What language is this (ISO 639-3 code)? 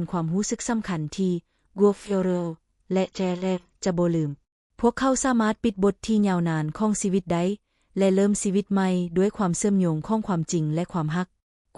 lao